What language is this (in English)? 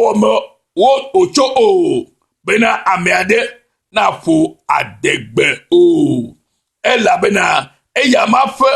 Ewe